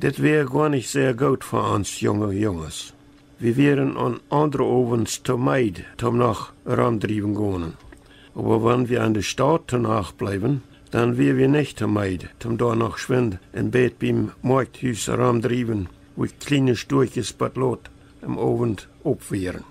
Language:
Plautdietsch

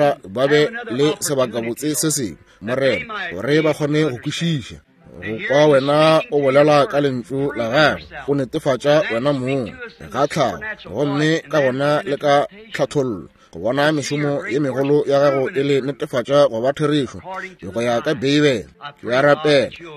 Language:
Northern Sotho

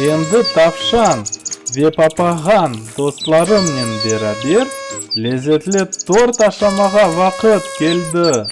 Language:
Crimean Tatar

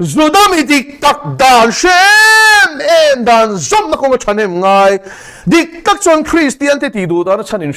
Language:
Mizo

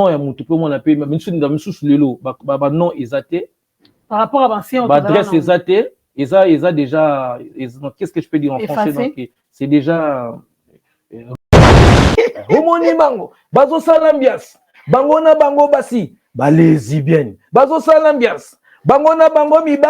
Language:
Lingala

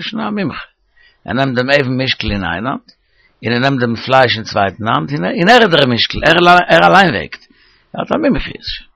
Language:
Yiddish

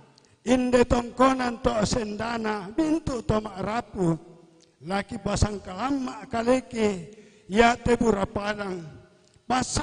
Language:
Toraja-Sa'dan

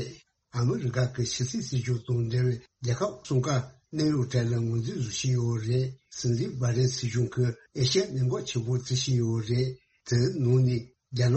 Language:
Tibetan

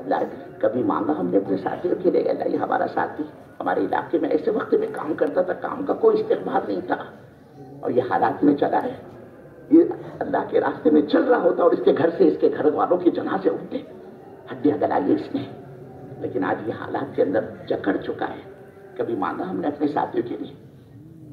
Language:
Urdu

